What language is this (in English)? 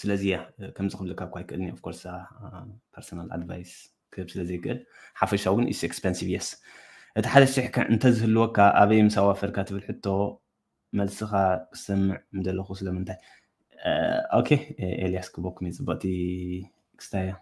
Tigrinya